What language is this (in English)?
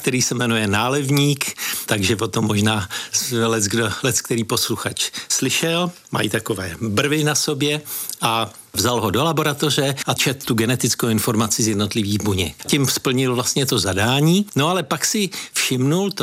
Czech